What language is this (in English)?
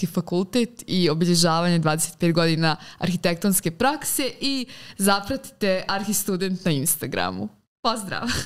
Serbian